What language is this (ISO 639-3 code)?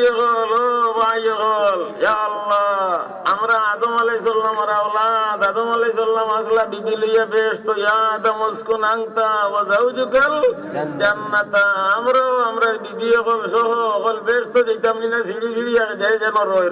syl